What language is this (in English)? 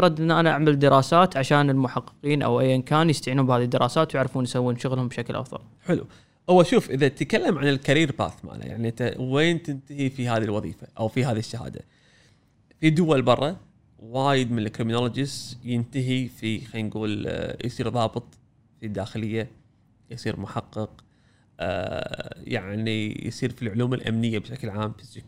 Gulf Arabic